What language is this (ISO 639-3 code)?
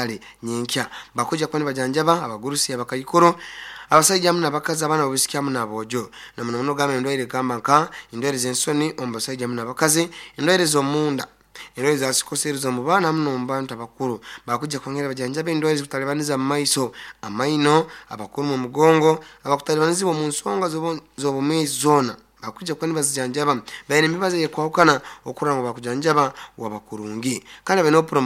nyo